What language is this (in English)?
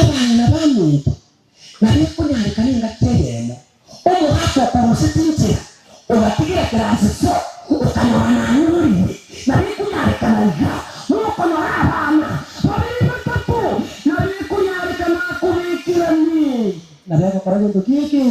Gusii